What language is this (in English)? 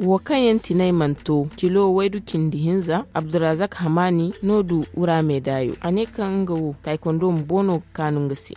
Zarma